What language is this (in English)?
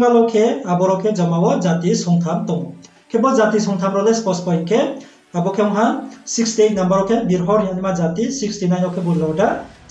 Riang (India)